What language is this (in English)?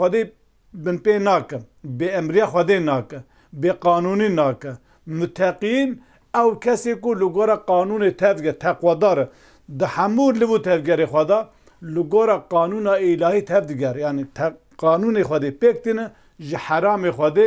Kurdish